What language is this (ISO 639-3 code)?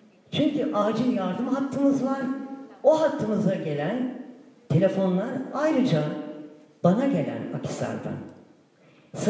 tur